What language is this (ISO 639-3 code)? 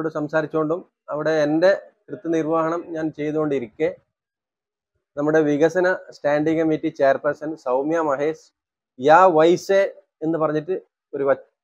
mal